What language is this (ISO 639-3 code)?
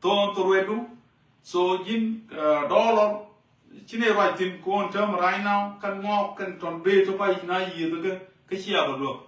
nus